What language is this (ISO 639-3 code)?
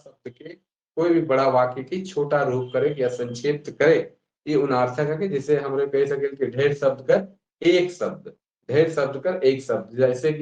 sck